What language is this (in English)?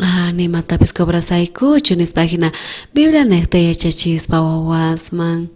South Bolivian Quechua